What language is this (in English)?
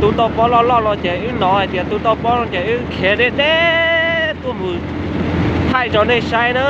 Hmong